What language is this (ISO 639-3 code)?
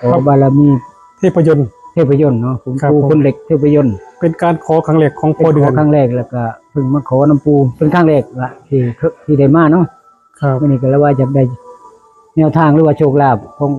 tts